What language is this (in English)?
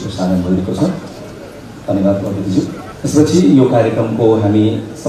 Nepali